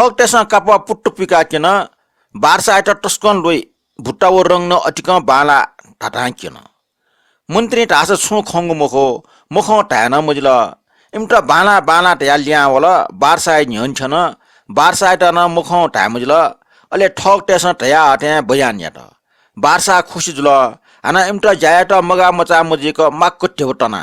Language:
Newari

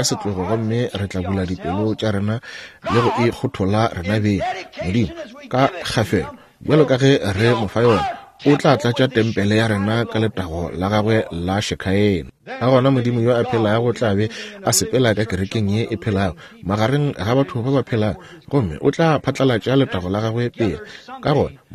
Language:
Northern Sotho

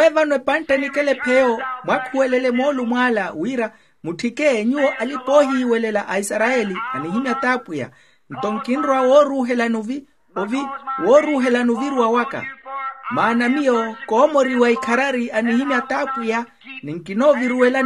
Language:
Makhuwa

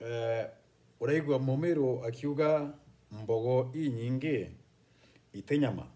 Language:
Meru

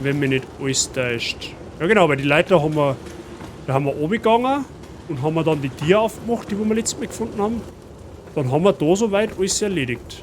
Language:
Bavarian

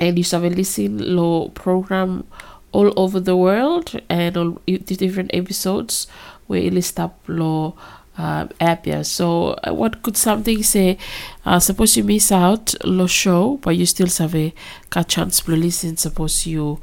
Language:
Bislama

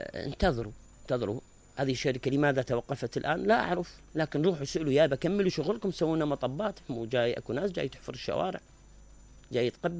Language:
Mesopotamian Arabic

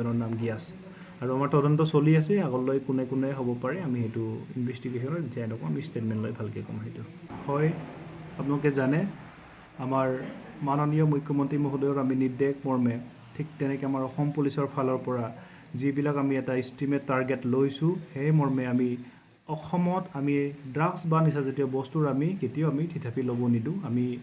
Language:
Assamese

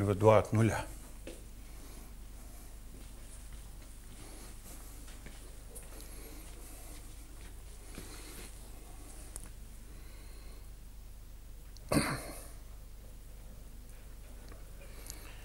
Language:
Russian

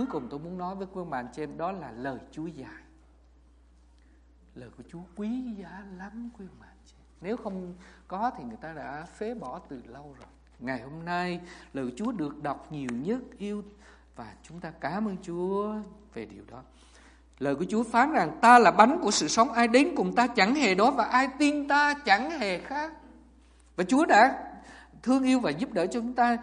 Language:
Vietnamese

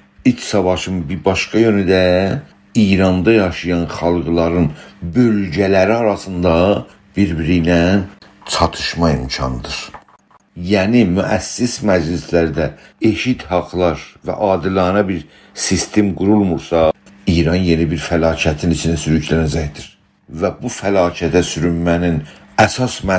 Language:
South Azerbaijani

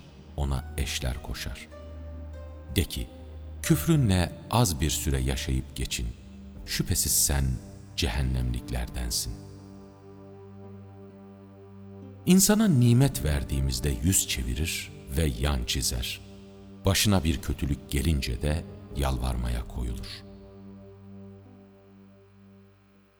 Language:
Turkish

